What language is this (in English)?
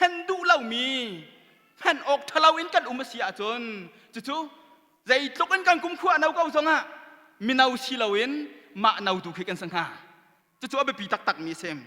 Hakha Chin